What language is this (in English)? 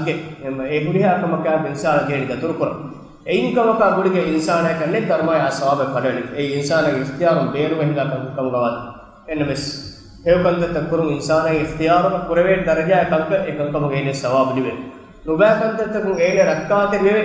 Divehi